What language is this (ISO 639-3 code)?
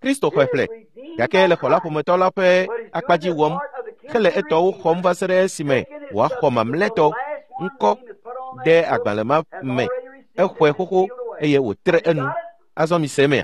ewe